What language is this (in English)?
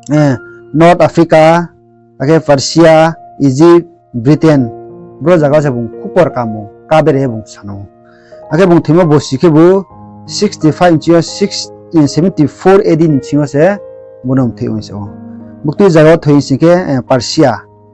Riang (India)